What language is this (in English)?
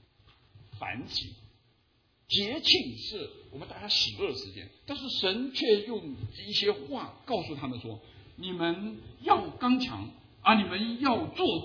Chinese